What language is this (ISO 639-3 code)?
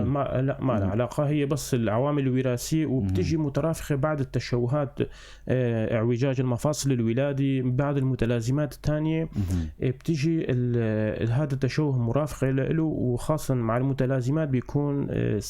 apc